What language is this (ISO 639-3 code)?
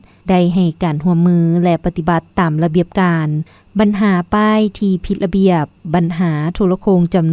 lao